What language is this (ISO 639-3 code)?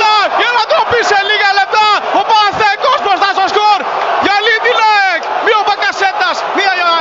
ell